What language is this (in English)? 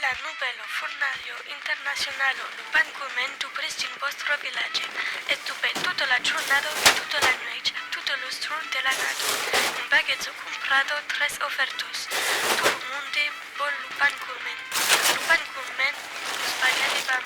Occitan